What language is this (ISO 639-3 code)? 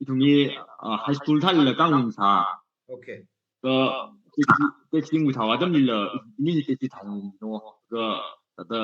nmf